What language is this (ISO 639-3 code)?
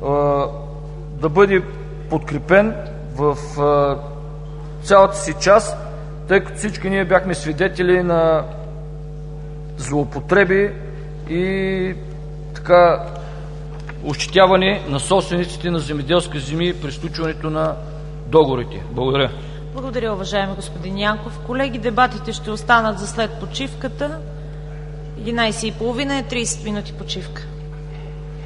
bul